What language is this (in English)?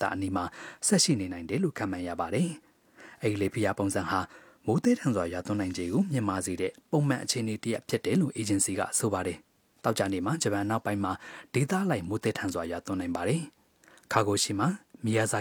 Burmese